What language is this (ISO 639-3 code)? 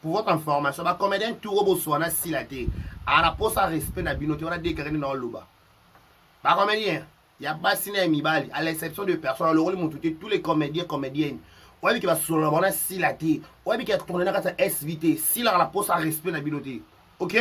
lin